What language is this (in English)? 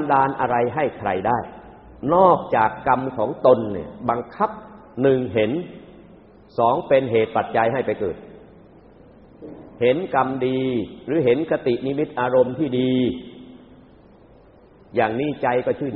Thai